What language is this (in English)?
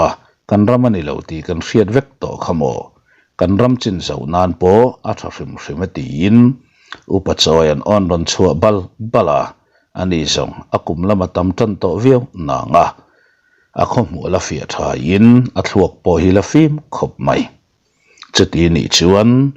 Mizo